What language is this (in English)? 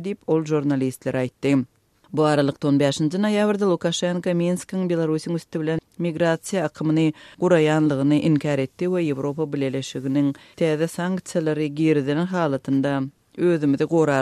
Turkmen